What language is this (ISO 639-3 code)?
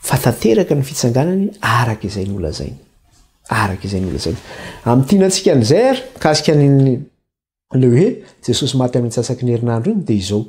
mlg